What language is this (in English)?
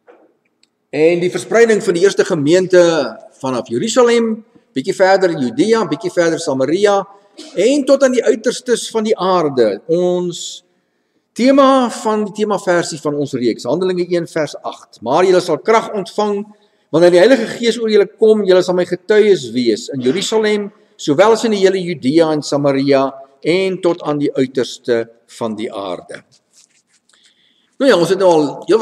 Afrikaans